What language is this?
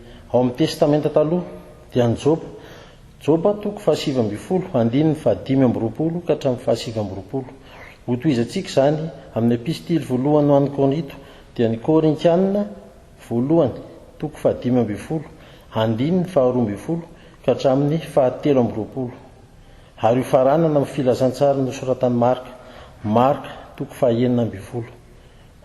Malagasy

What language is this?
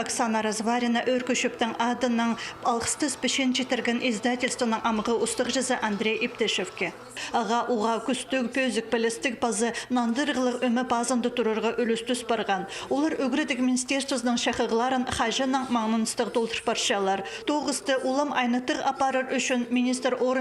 Khakas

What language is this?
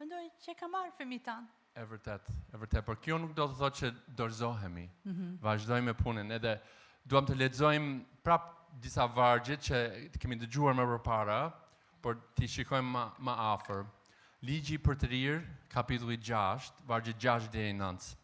Albanian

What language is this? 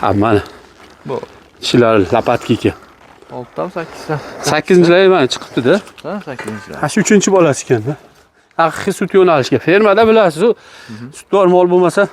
Uzbek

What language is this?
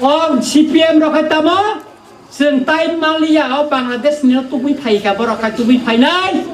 Kok Borok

